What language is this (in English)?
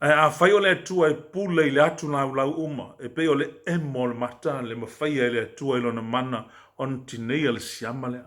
Samoan